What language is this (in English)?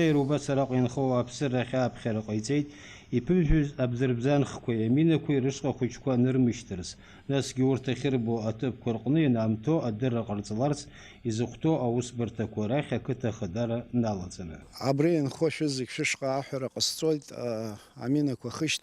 Abkhazian